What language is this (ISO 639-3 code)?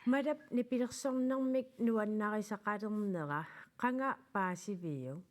kal